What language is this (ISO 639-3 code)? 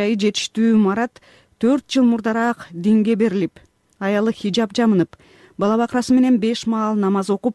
kir